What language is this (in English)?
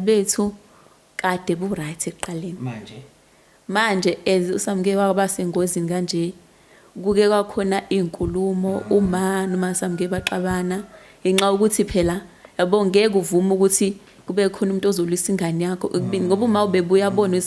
Zulu